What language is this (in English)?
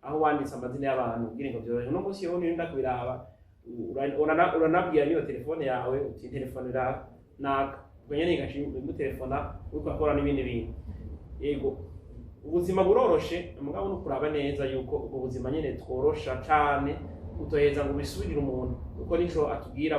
Rundi